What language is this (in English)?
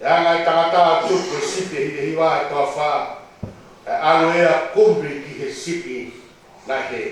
Tongan